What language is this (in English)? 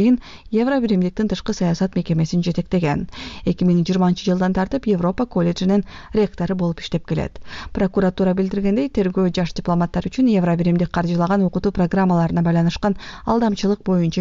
Kyrgyz